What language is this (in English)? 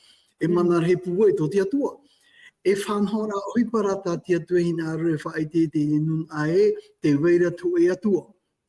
Tahitian